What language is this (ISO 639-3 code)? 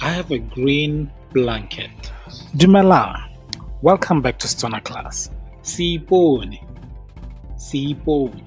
tsn